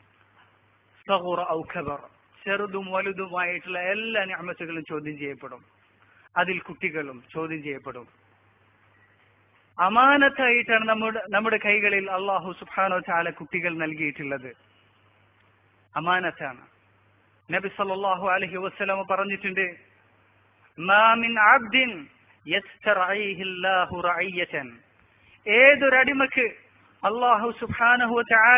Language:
Malayalam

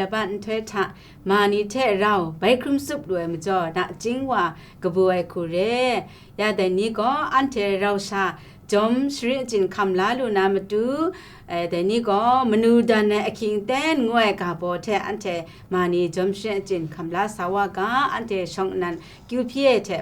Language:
Kachin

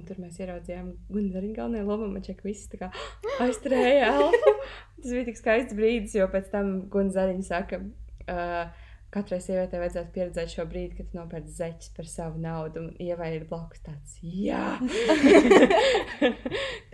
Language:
Latvian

